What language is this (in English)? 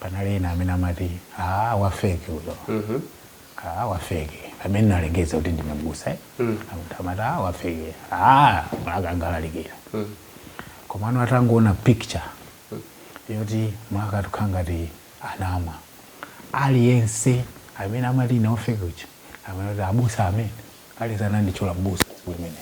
Nyanja